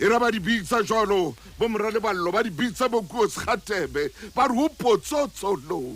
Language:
Southern Sotho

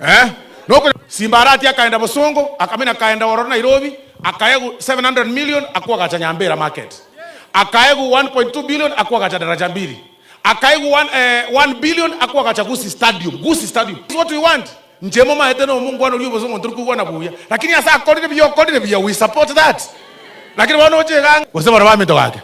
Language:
Gusii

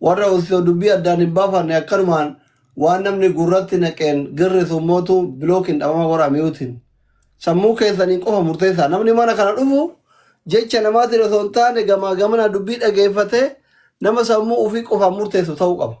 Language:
Oromo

